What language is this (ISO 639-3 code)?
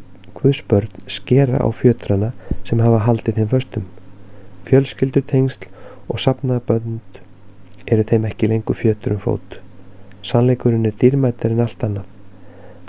isl